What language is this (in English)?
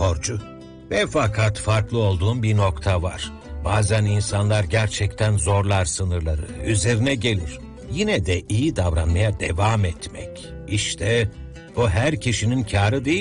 Turkish